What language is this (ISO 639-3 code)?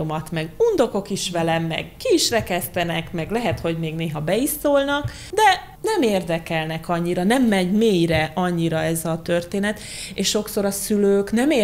hun